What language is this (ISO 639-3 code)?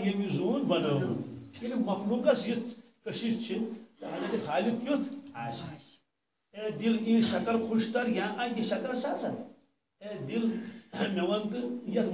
kas